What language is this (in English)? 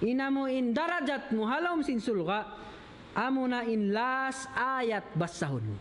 Tausug